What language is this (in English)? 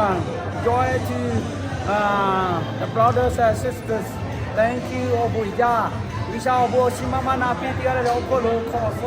Lahu